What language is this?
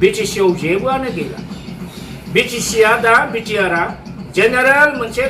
Bodo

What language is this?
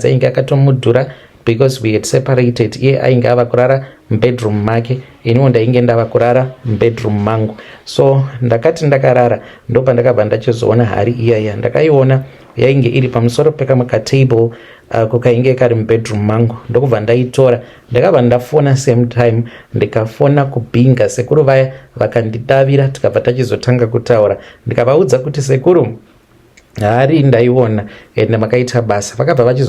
Shona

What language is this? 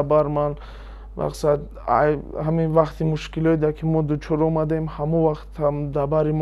Tajik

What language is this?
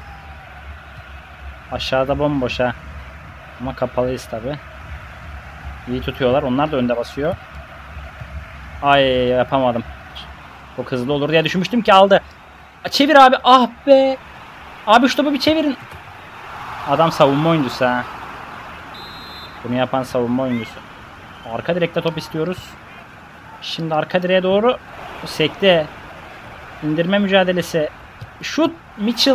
Turkish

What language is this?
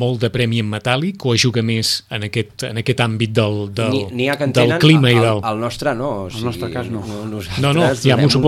Catalan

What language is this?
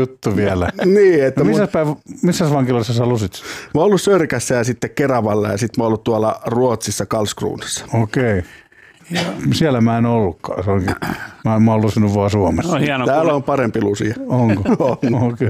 Finnish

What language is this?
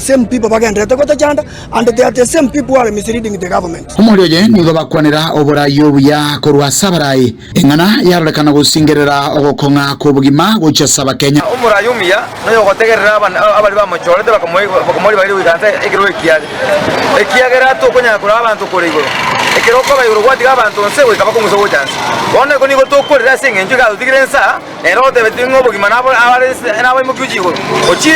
Gusii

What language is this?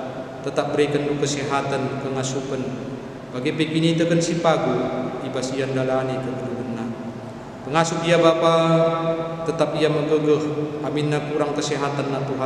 Batak Karo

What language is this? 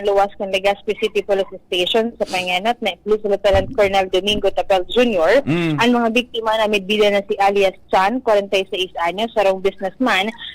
Bikol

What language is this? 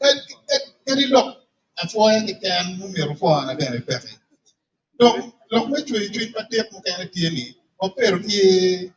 Acoli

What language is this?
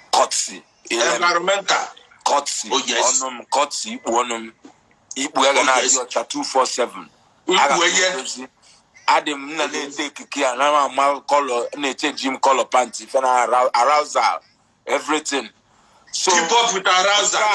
Igbo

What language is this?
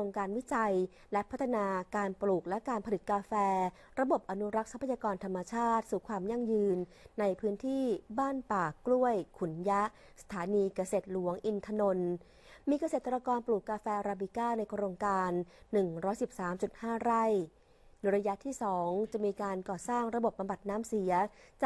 Thai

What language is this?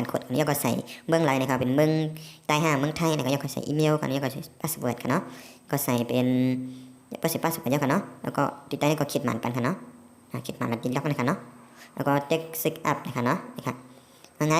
Shan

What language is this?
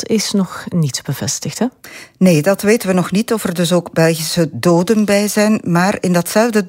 Dutch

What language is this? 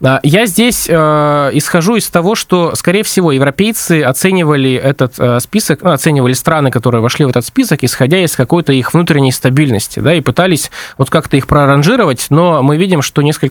Russian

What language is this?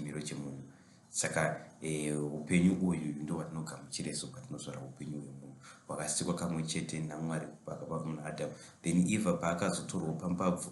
Shona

